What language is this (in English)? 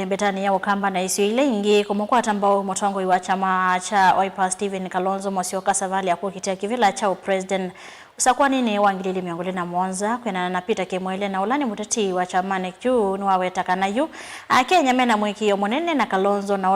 Kamba